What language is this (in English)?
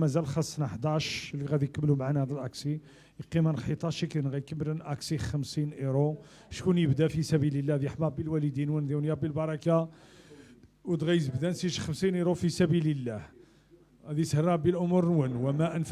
Moroccan Arabic